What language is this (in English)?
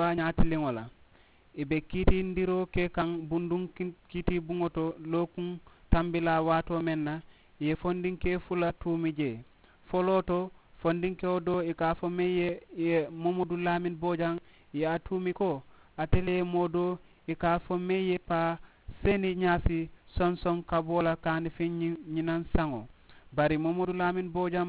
Mandingo